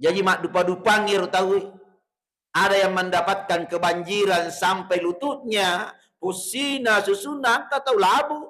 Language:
Buginese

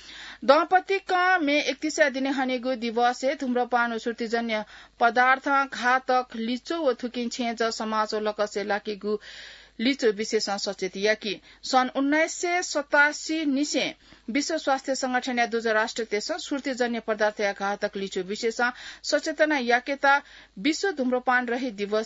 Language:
Newari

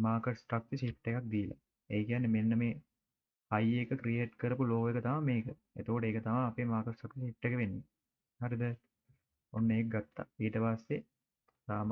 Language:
Sinhala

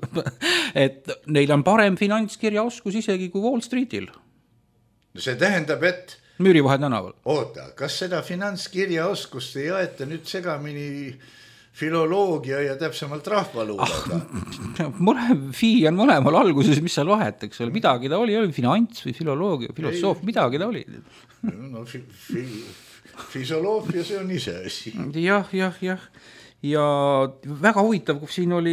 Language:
Estonian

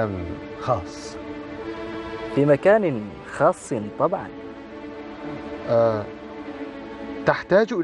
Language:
Arabic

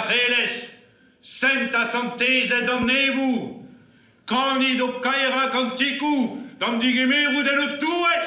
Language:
Breton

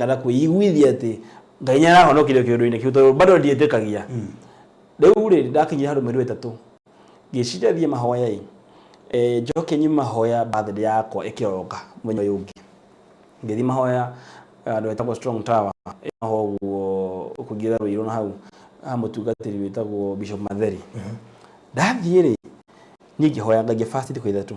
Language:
Kikuyu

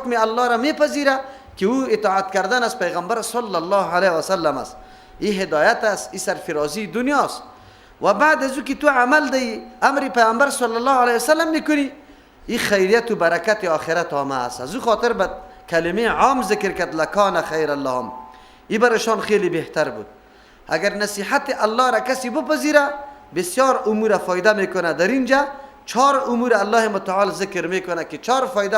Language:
Persian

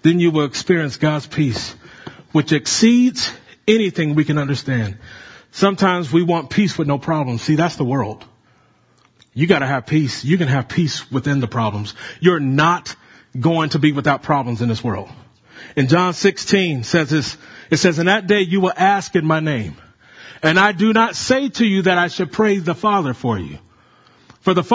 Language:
English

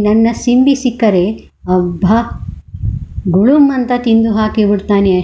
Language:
Kannada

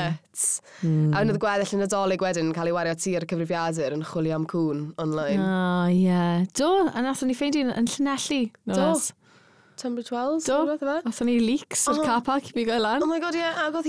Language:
Welsh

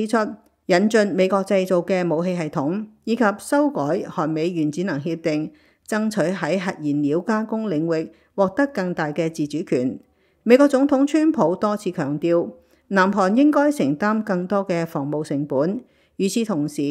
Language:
Cantonese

